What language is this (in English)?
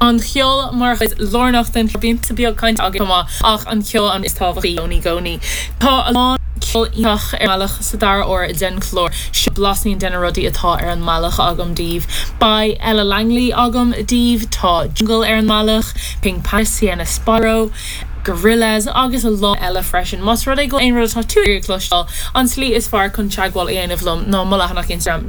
Irish